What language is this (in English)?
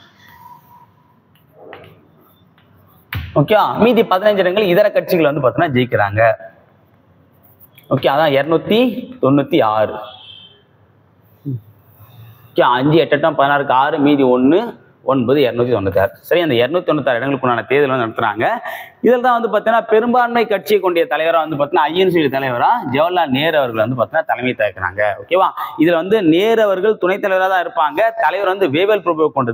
Tamil